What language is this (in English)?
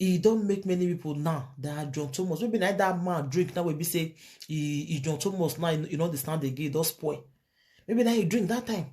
Nigerian Pidgin